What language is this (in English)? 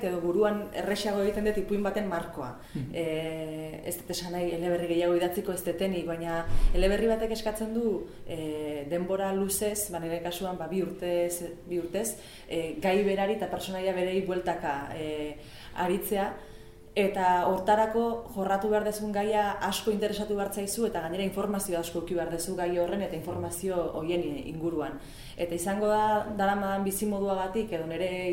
Basque